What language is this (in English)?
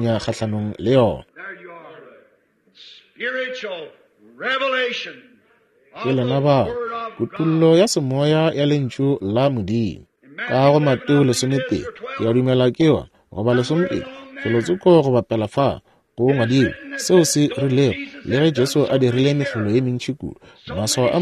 Northern Sotho